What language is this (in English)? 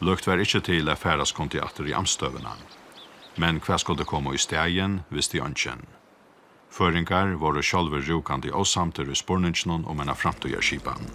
Faroese